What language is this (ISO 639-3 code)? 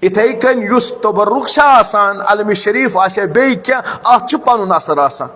kas